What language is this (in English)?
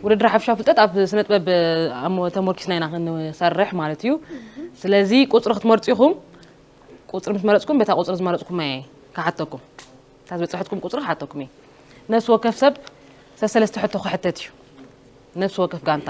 Tigrinya